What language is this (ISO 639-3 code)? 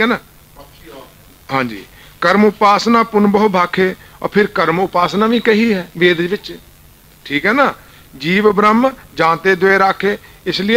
pan